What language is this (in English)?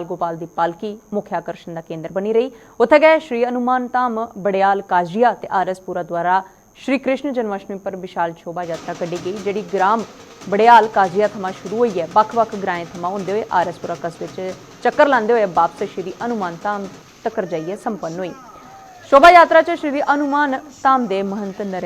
Dogri